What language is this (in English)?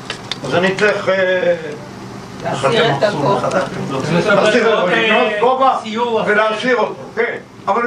Hebrew